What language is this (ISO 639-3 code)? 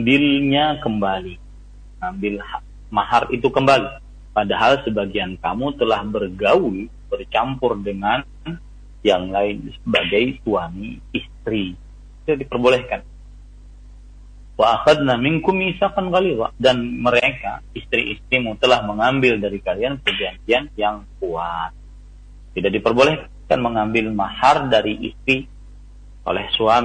ind